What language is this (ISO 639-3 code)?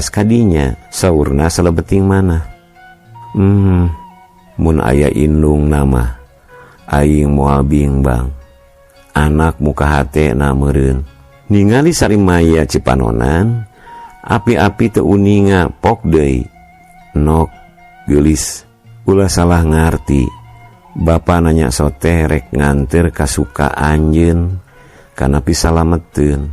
sun